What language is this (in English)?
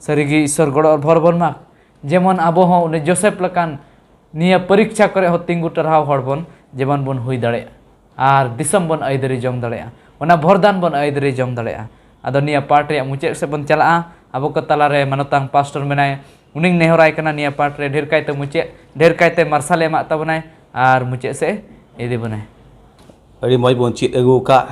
Santali